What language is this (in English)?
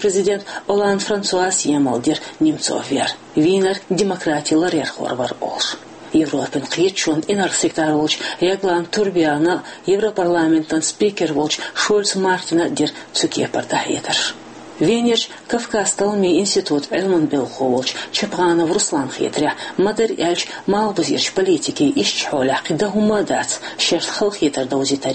Chechen